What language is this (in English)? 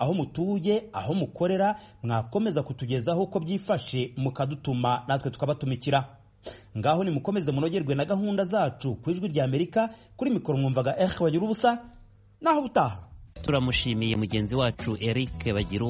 Kinyarwanda